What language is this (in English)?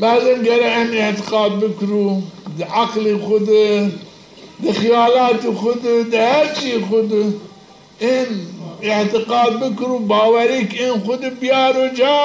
Zaza